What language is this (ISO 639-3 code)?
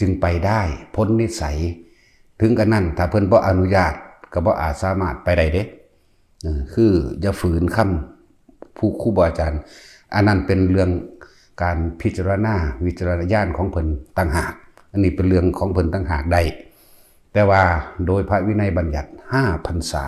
lao